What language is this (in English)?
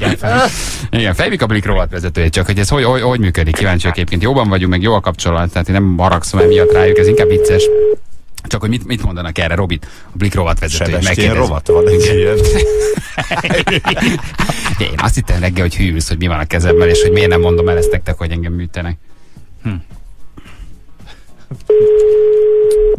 Hungarian